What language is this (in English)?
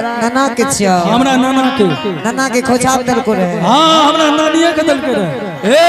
Angika